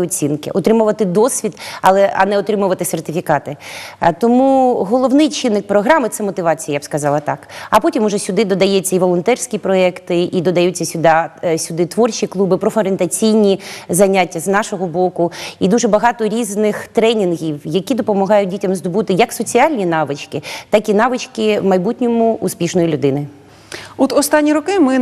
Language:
Ukrainian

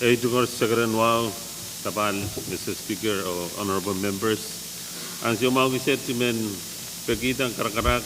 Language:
Pohnpeian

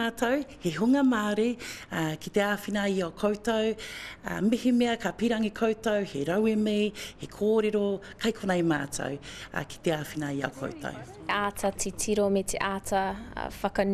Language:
Māori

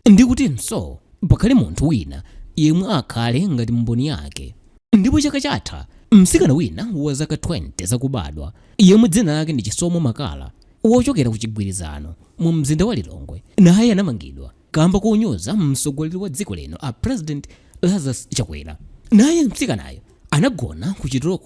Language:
Nyanja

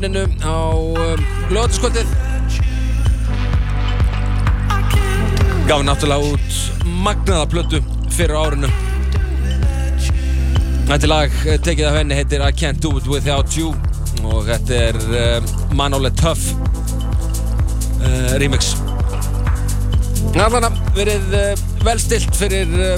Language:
Icelandic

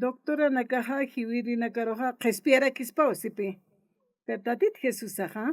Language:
Aymara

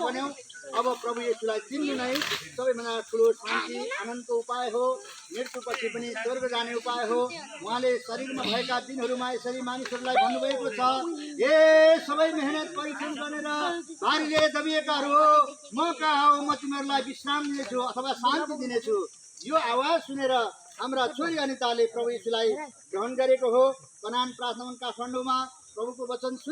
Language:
Nepali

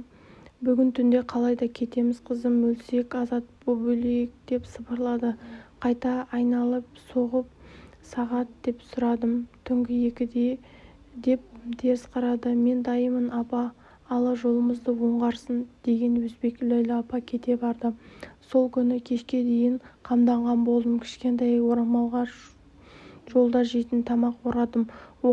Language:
Kazakh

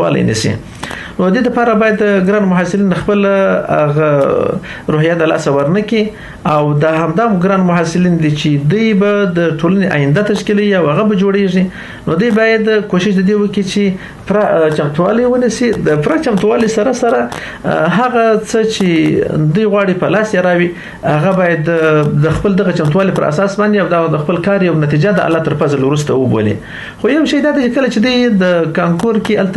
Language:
Pashto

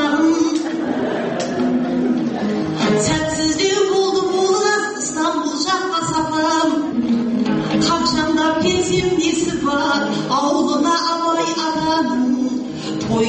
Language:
Kazakh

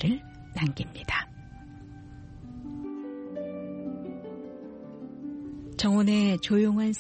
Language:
Korean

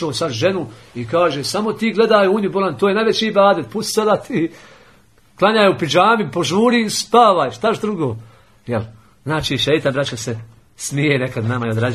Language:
Bosnian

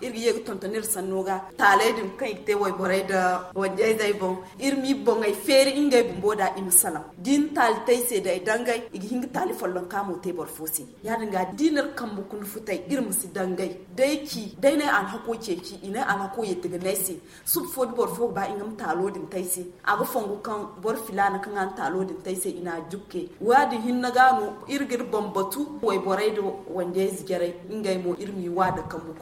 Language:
Zarma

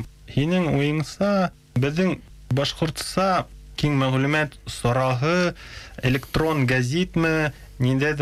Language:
Bashkir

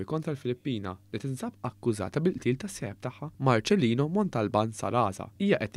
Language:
Maltese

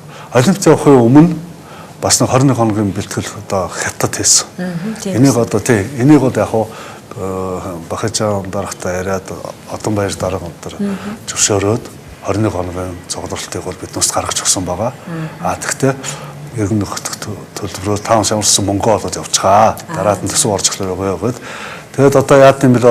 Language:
Mongolian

